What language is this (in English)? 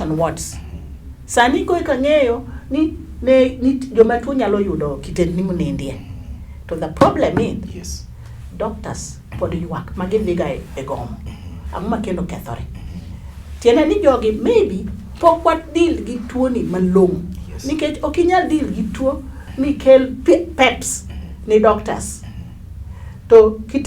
Luo (Kenya and Tanzania)